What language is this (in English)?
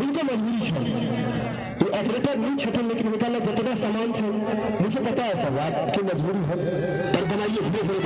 Maithili